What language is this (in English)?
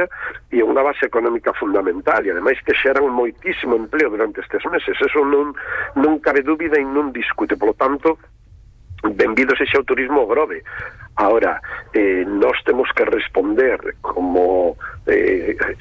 Galician